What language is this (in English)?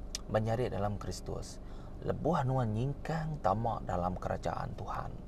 Iban